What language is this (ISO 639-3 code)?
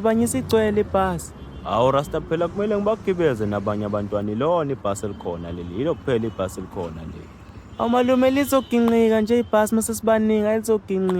zul